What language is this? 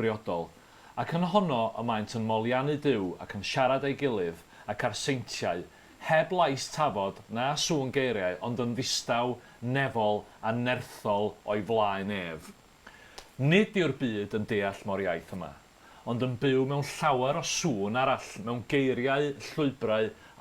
Welsh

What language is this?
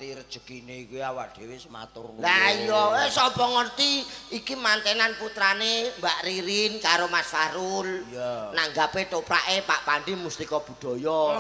Javanese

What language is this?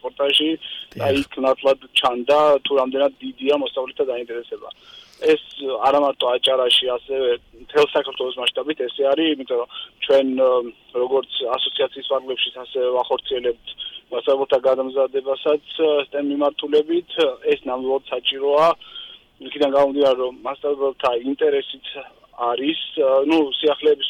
Georgian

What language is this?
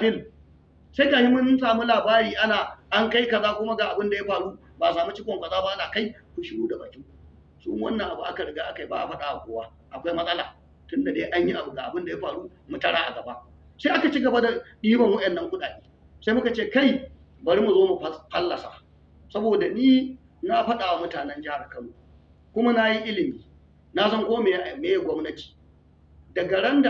Hausa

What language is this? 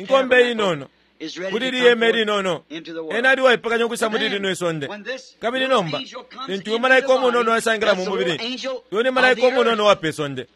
Bemba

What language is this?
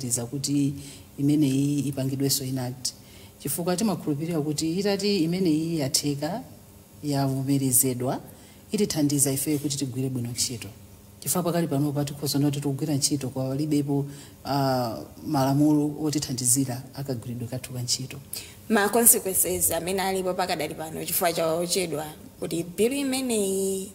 Nyanja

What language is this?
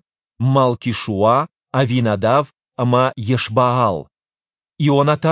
Ossetic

